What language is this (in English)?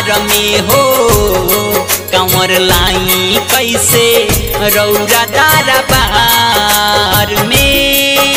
Bhojpuri